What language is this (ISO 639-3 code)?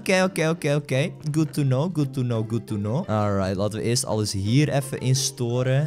nld